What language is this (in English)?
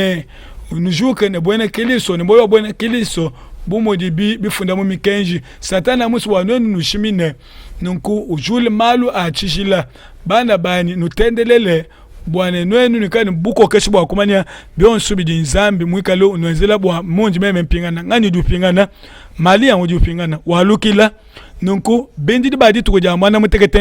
Luba-Lulua